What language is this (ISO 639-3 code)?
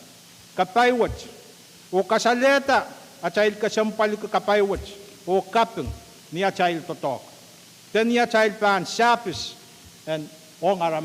pon